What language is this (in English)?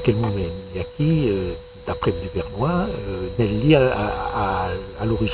Occitan